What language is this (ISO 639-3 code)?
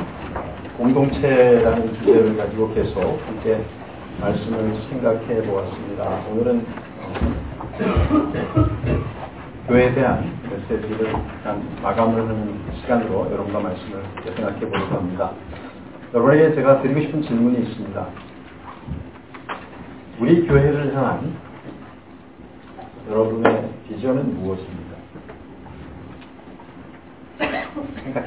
kor